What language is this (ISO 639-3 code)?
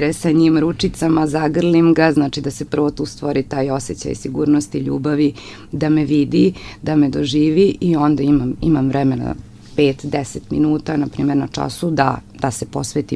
srp